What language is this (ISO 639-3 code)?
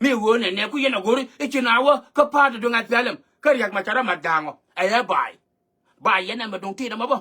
nus